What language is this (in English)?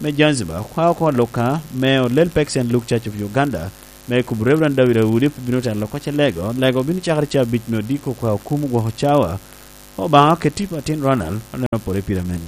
Lango (Uganda)